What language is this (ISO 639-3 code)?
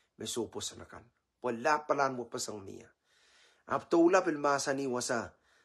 pon